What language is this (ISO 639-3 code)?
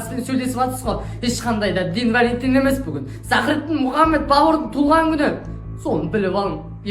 kaa